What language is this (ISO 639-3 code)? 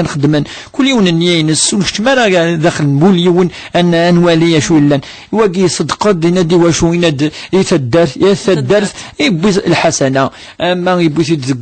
kab